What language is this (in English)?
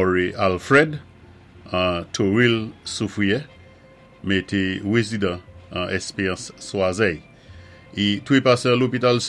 Saint Lucian Creole French